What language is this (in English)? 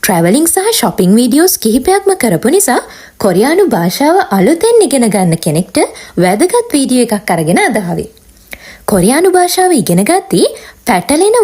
Sinhala